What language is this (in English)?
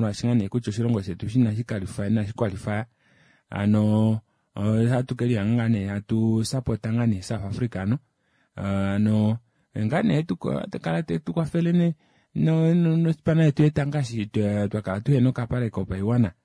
Kuanyama